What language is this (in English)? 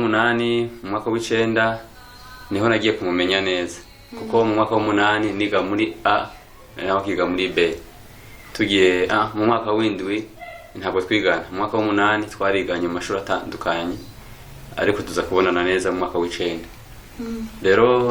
Rundi